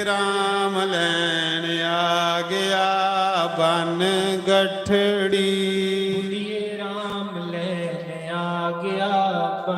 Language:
Dogri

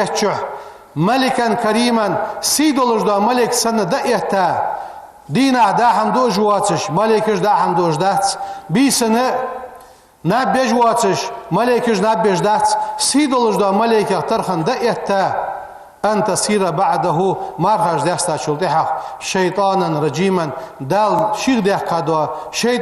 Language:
Ingush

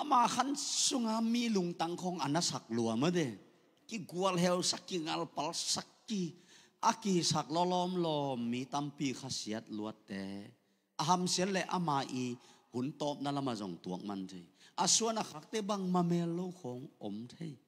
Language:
Tedim Chin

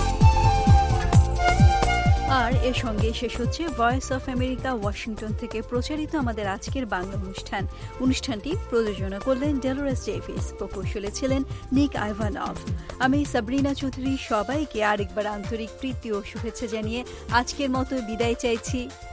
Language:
Bangla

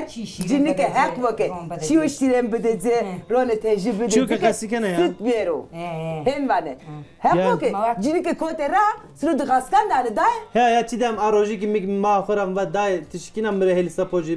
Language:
Zaza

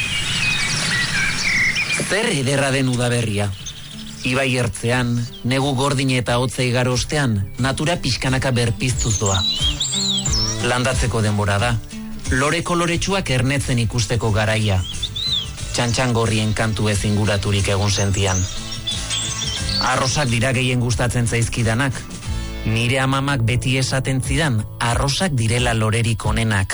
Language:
Basque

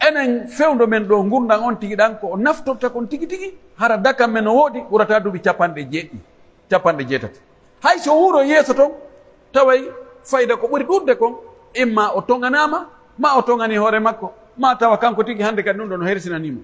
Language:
Pular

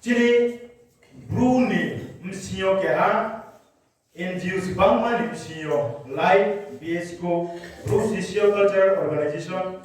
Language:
Riang (India)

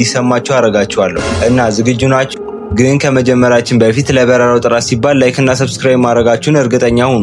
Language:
Amharic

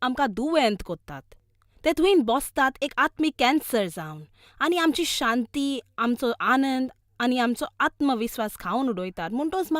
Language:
Konkani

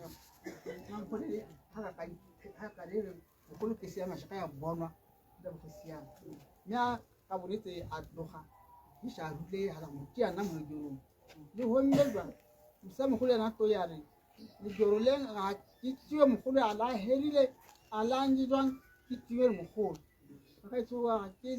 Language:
Tswana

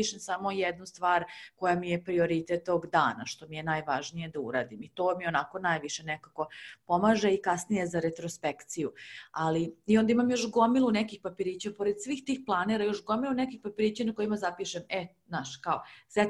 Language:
Serbian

